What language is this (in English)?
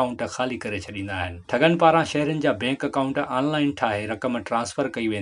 Sindhi